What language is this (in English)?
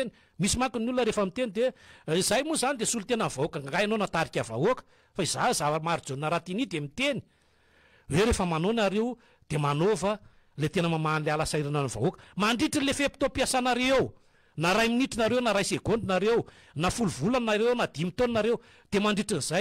Malagasy